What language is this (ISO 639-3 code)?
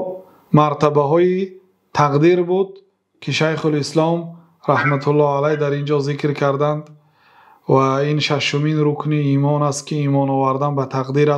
fas